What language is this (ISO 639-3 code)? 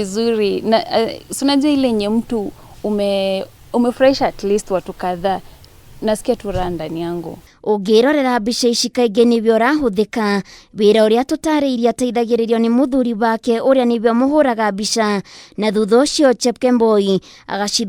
kik